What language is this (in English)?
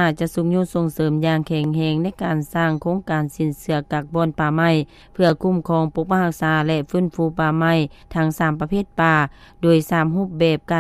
Lao